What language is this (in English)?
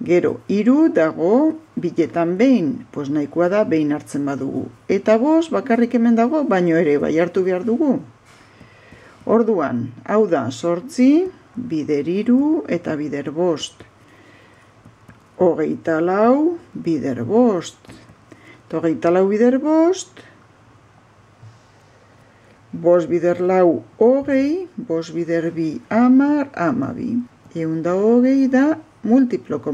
Basque